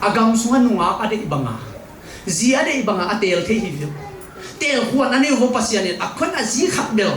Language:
Tedim Chin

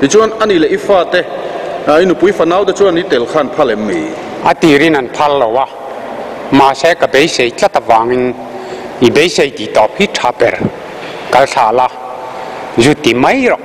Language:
Mizo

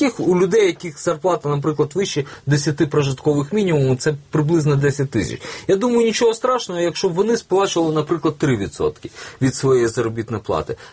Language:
Ukrainian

